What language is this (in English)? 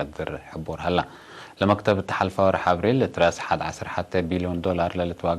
Tigre